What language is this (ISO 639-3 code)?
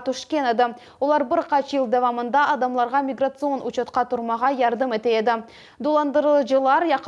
crh